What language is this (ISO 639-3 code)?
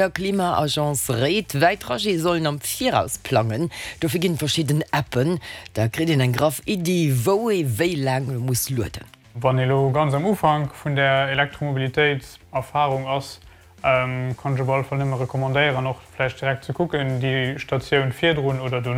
ltz